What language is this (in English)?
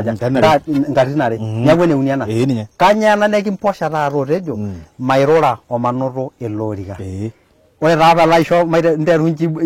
Masai